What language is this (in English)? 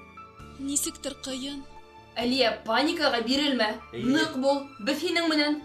Bashkir